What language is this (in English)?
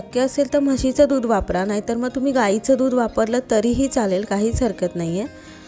Marathi